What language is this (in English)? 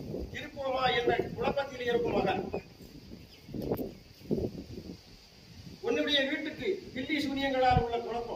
Tamil